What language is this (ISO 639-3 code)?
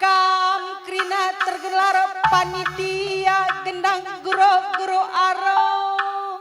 btx